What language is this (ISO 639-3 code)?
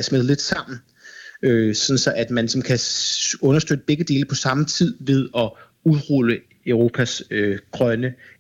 dan